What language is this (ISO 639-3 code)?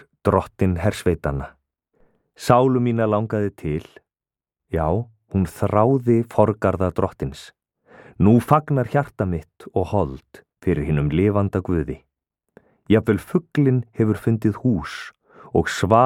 isl